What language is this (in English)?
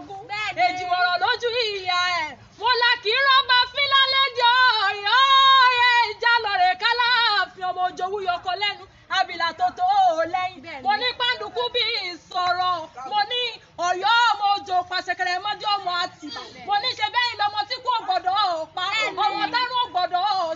Yoruba